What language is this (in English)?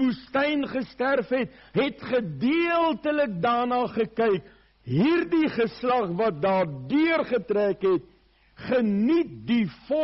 Afrikaans